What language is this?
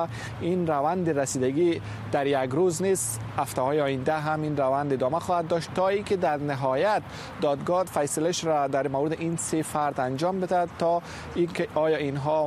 Persian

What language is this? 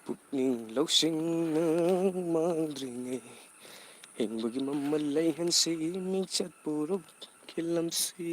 Manipuri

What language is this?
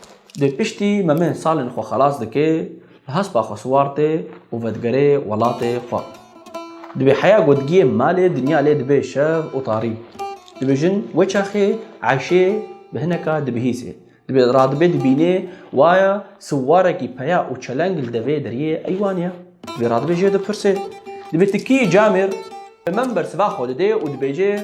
Kurdish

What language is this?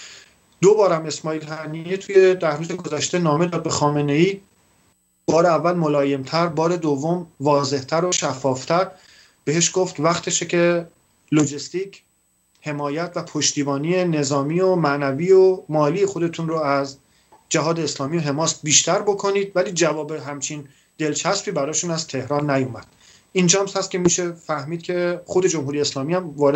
Persian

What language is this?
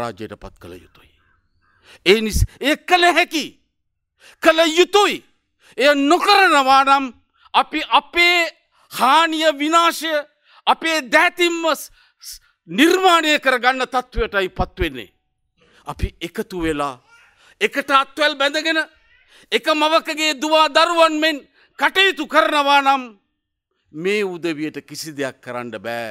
Sinhala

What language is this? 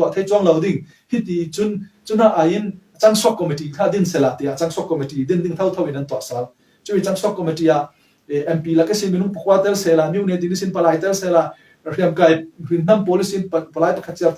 Falam Chin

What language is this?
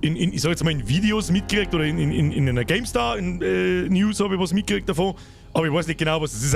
Bavarian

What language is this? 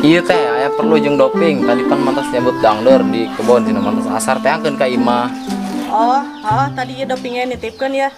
Sundanese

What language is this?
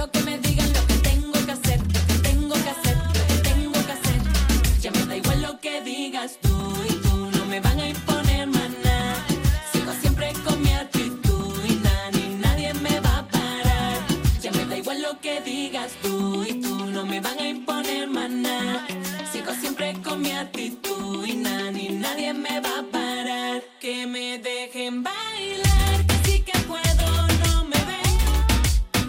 Spanish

